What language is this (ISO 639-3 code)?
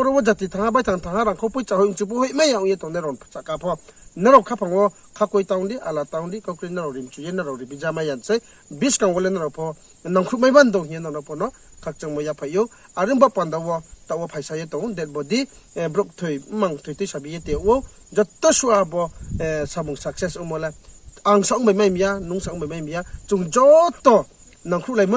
ria